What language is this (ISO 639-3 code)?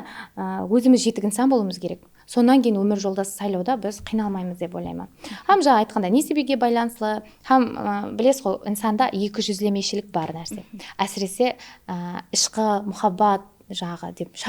kaa